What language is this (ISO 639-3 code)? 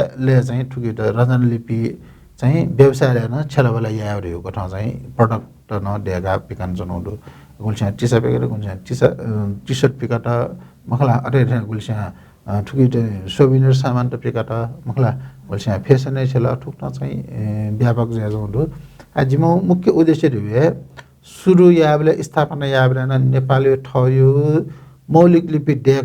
new